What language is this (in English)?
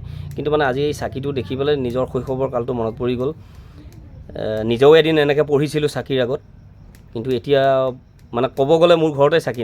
Assamese